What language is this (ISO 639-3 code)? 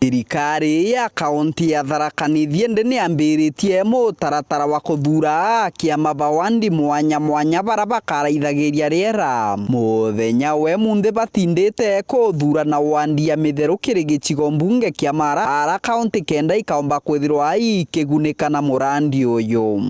mer